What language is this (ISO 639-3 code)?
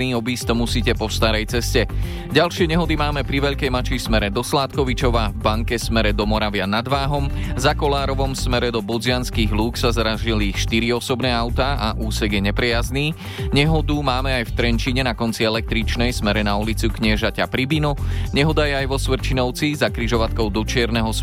slk